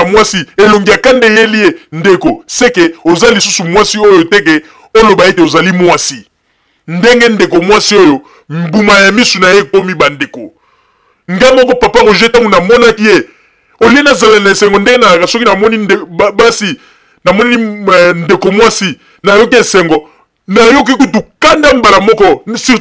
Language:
Lingala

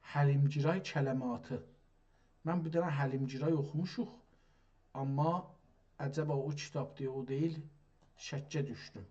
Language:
South Azerbaijani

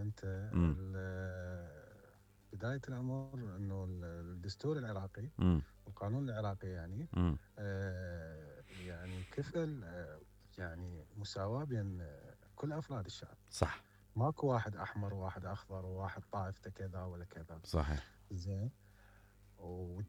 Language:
Mesopotamian Arabic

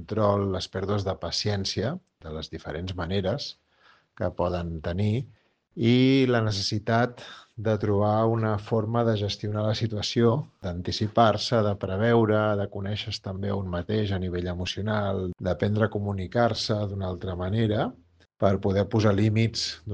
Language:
Catalan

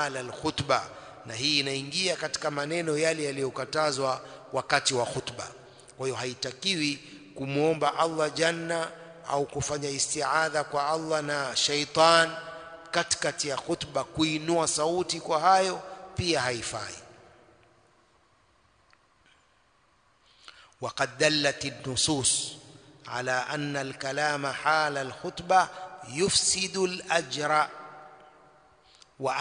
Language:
Swahili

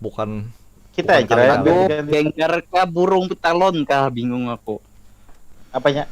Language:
Banjar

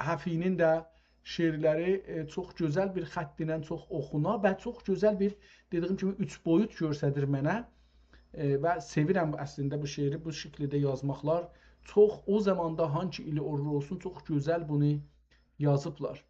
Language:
South Azerbaijani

